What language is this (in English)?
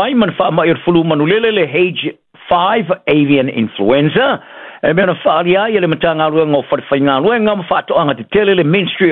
Samoan